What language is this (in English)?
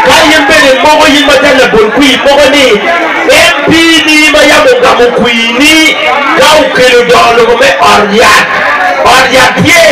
Acoli